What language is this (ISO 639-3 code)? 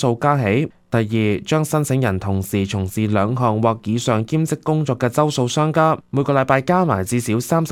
yue